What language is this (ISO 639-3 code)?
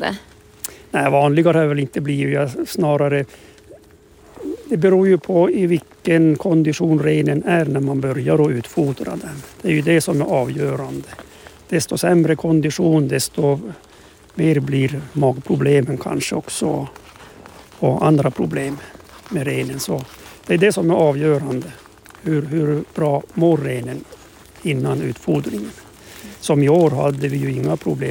swe